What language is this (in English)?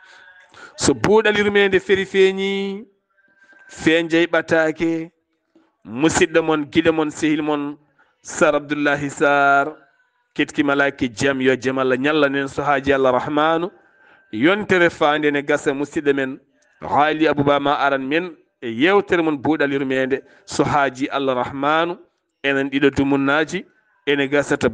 Fula